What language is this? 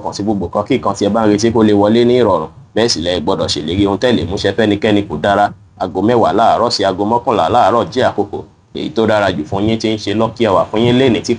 Yoruba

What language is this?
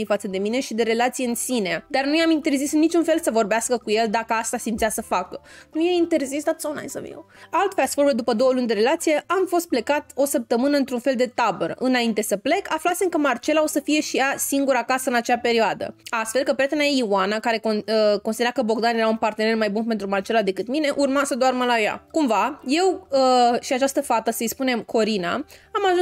Romanian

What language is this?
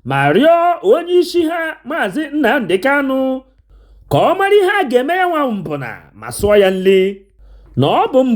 Igbo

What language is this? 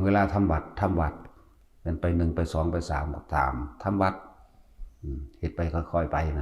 Northeastern Thai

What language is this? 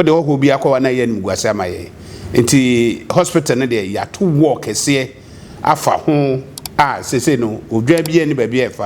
Akan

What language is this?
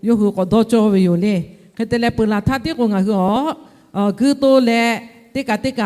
Lahu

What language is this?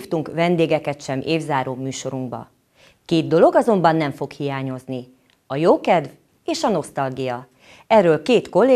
Hungarian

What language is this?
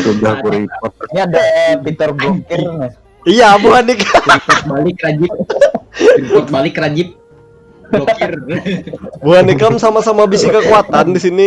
Banjar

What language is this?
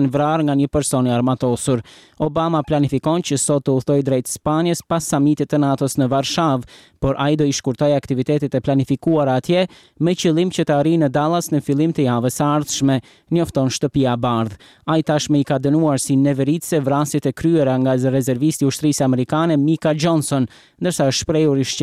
Albanian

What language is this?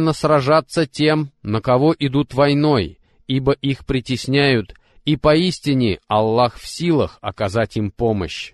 Russian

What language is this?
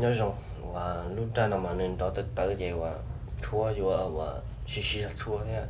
Hmong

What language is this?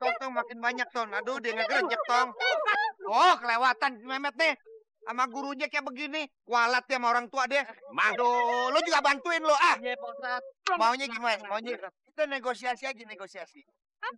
Betawi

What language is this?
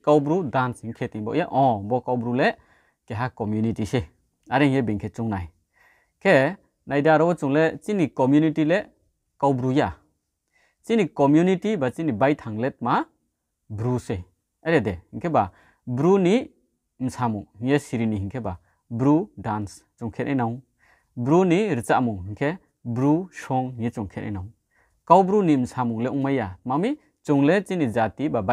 Riang (India)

